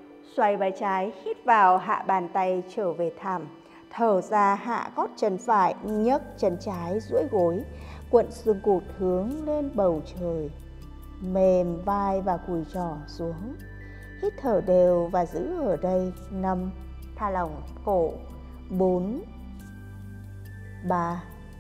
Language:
Vietnamese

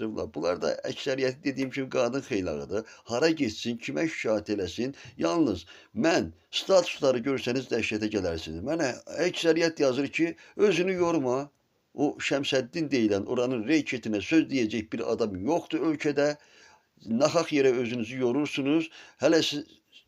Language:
Azerbaijani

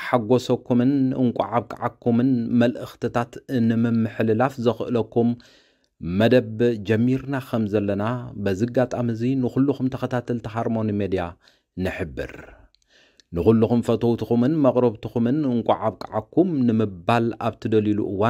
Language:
Tigrinya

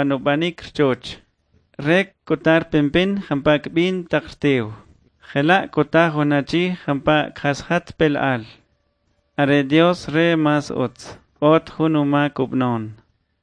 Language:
Kʼicheʼ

